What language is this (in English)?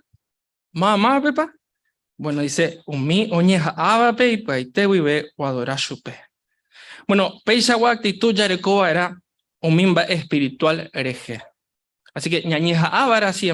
Guarani